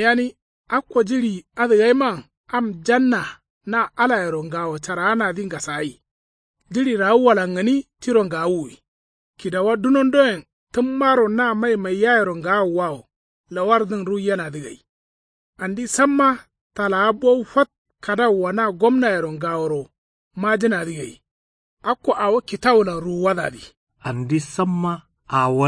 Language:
Kanuri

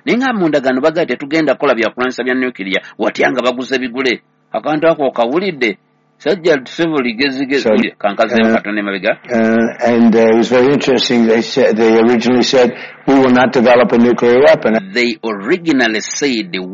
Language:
Ganda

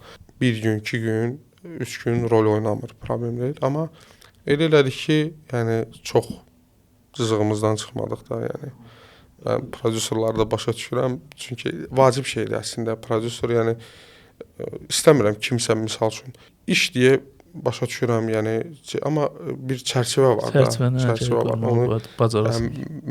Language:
Azerbaijani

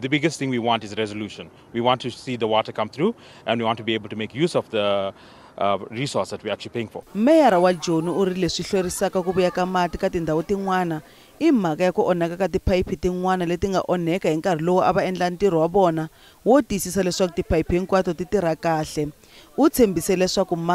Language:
Tsonga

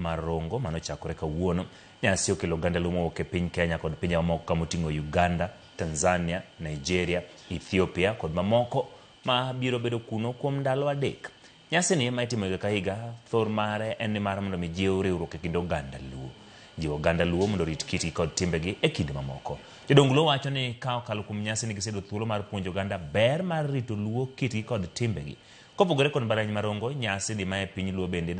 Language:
Luo (Kenya and Tanzania)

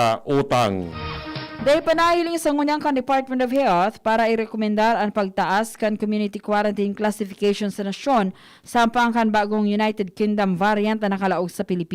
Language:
Bikol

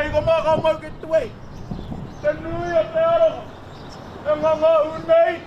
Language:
Māori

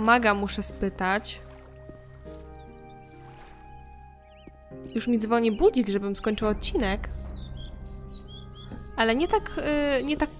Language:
Polish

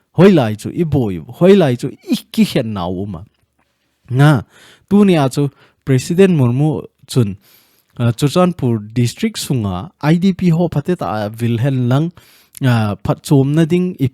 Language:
Thado Chin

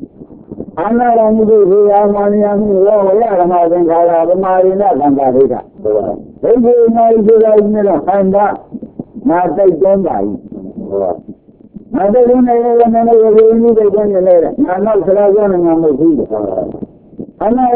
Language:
Burmese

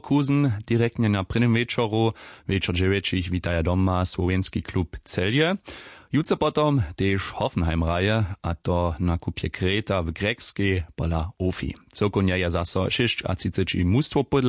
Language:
Upper Sorbian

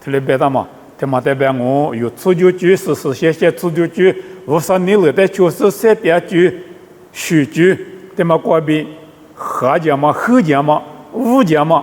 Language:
Lisu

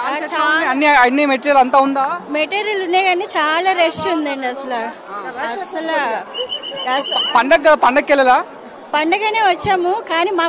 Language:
Telugu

